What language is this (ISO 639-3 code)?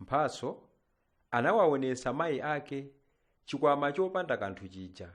nya